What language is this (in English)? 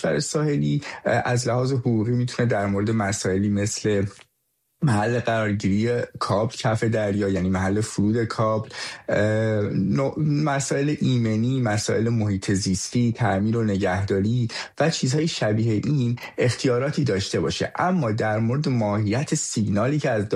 Persian